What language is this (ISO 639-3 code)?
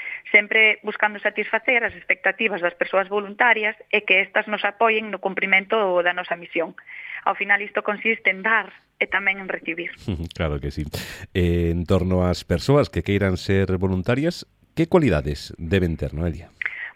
glg